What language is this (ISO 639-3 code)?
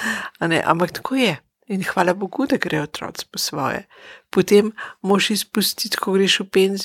slv